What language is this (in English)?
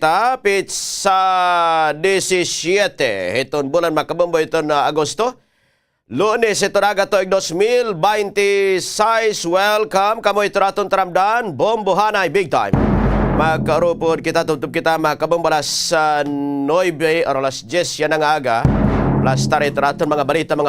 Waray